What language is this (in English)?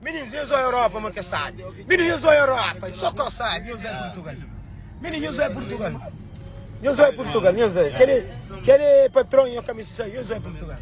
Kabuverdianu